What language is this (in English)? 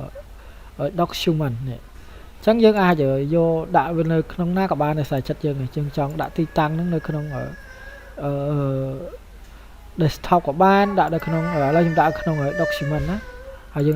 Khmer